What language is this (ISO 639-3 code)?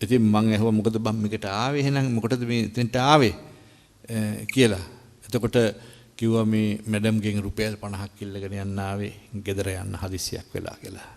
sin